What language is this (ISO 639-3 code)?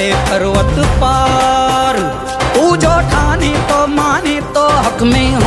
hin